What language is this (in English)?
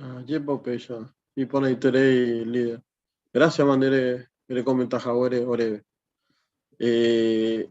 Guarani